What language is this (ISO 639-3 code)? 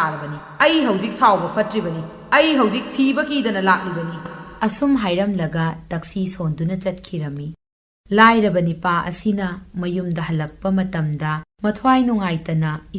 mni